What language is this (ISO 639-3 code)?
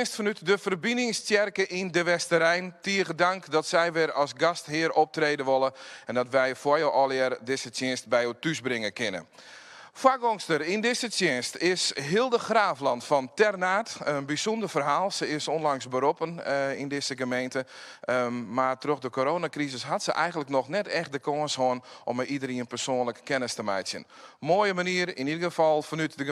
fry